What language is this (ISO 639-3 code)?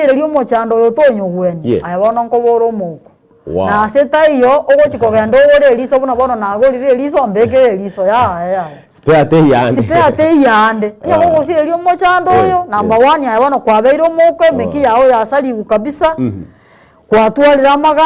guz